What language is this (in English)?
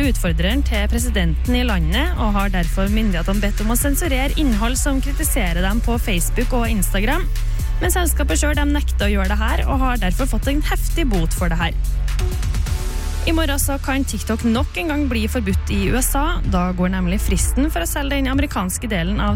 Norwegian